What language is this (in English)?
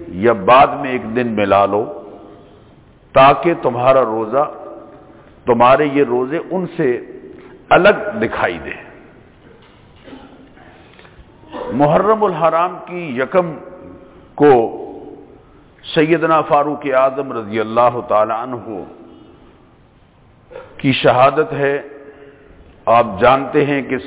Urdu